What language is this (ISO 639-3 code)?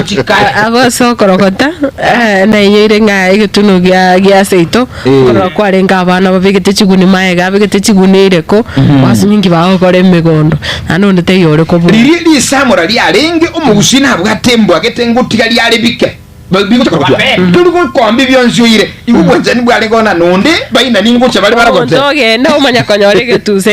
guz